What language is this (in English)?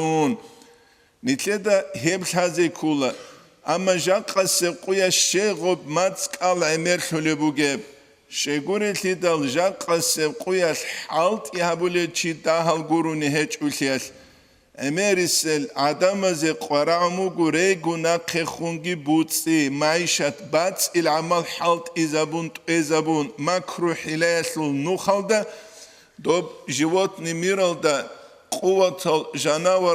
Avaric